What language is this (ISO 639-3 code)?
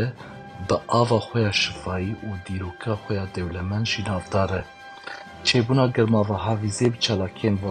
kur